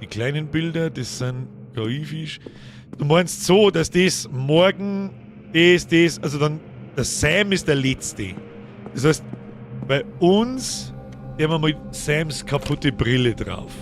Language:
Bavarian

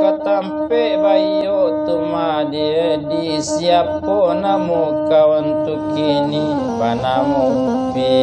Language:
Minangkabau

